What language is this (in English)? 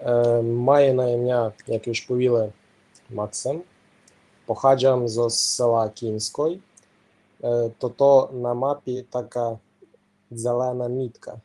Rusyn